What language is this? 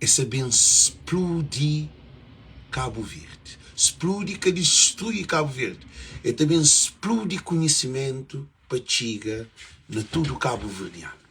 Kabuverdianu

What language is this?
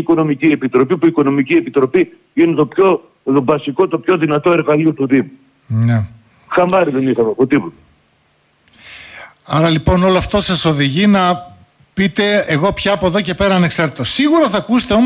Greek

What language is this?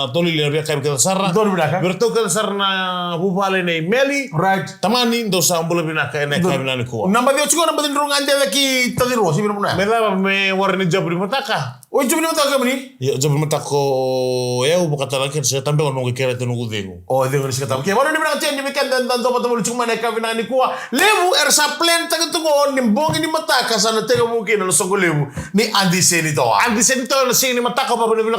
Fijian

